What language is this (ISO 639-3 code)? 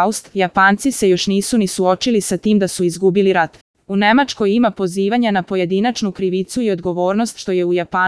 srp